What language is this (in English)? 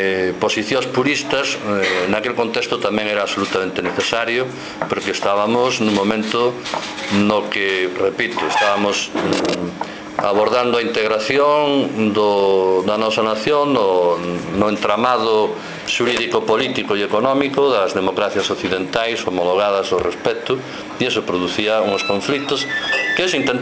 Galician